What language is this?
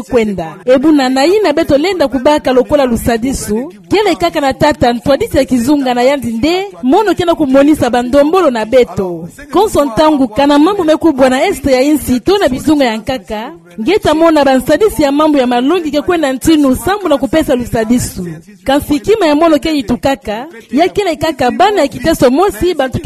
Kituba (Democratic Republic of Congo)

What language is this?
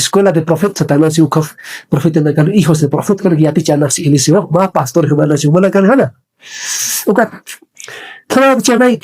Aymara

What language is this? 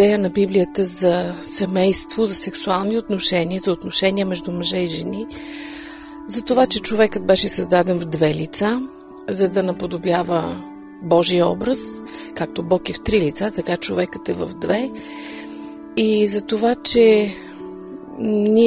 Bulgarian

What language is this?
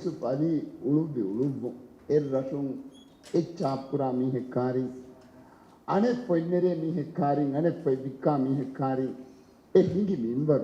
Divehi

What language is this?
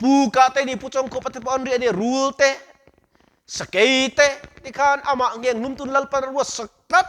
Mizo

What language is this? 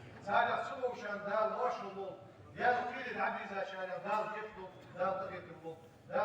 Ingush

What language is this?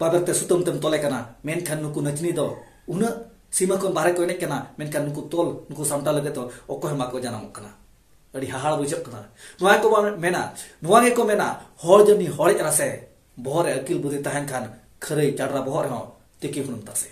Santali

